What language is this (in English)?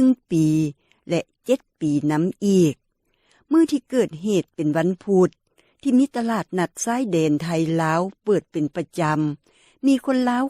Lao